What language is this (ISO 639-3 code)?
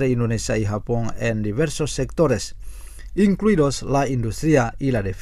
spa